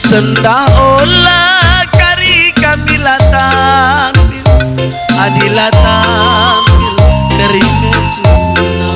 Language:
Batak Karo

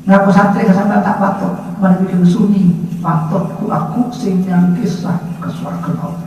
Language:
Madurese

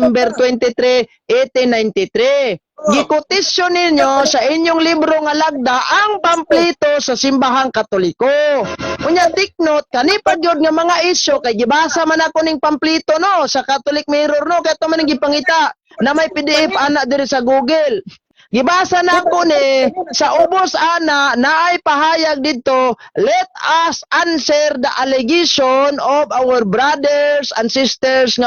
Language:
Cebuano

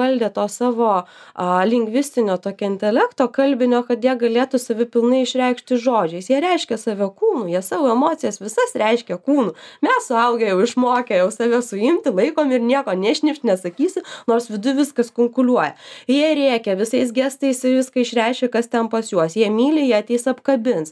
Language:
Lithuanian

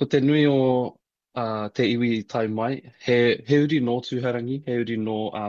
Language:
Māori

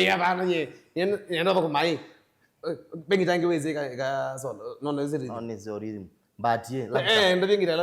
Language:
Kamba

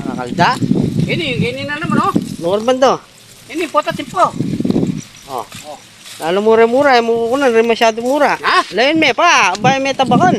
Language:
Pampanga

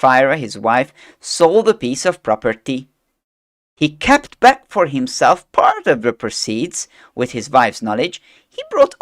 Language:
English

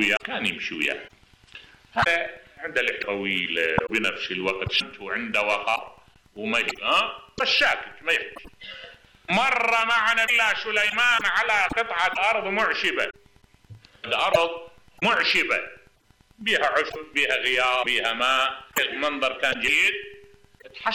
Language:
Mesopotamian Arabic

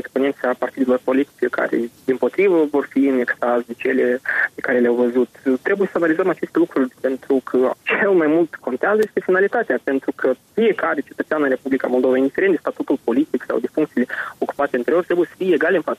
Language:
Romanian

